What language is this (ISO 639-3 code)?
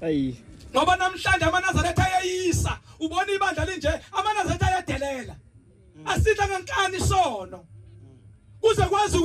zul